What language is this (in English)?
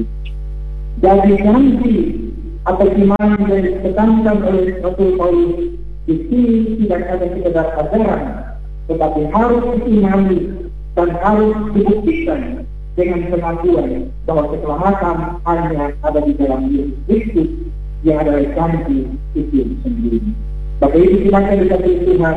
Indonesian